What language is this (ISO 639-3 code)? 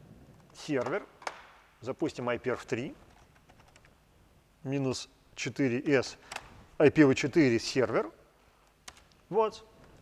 rus